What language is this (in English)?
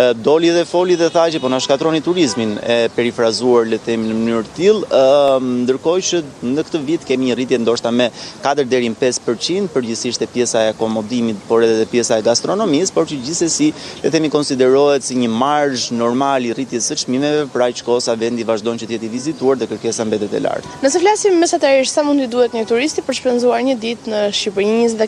Albanian